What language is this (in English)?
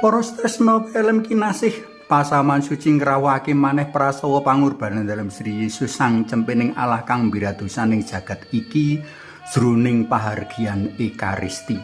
Javanese